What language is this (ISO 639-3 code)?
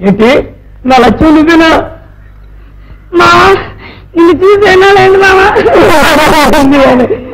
tel